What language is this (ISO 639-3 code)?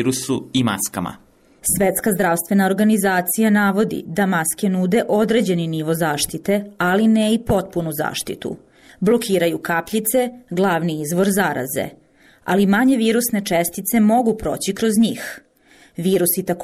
bos